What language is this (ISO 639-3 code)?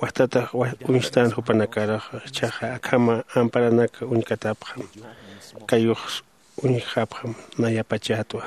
aym